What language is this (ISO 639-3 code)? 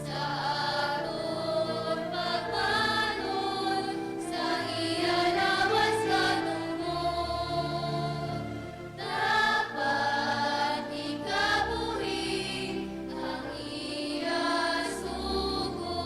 hil